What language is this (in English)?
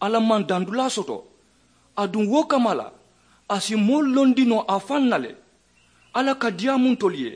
Mandingo